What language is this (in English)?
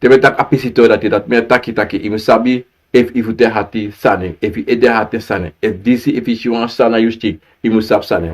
Sranan Tongo